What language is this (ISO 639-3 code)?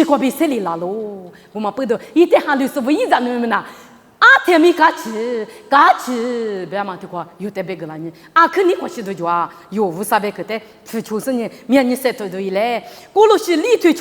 lis